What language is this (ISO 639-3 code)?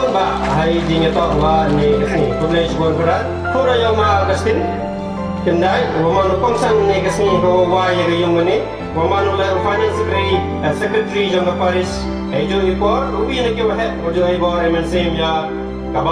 kha